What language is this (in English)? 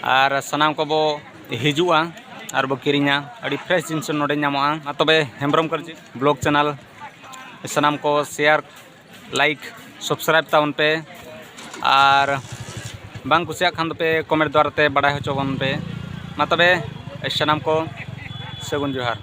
Santali